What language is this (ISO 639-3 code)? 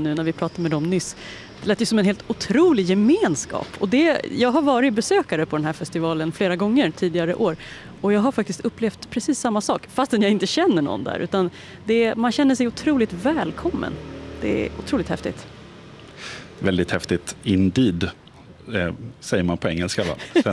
swe